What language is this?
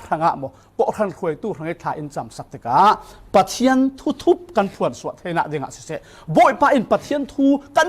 Falam Chin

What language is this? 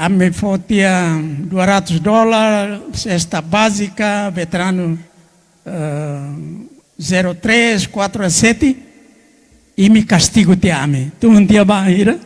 Tetum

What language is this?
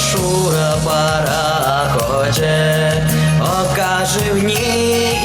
Chuvash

